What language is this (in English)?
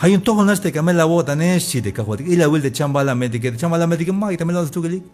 Tzeltal